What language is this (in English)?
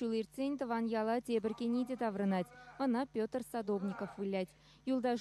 Chuvash